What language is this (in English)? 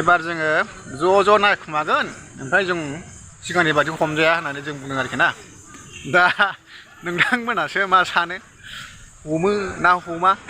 Bodo